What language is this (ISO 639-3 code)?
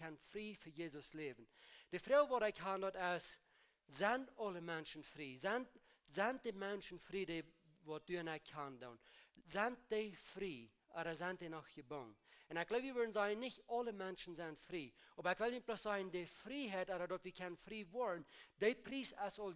pdt